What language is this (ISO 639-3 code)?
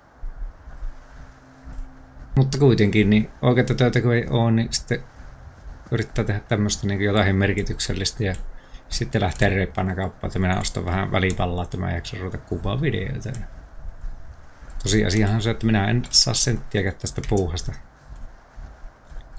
fin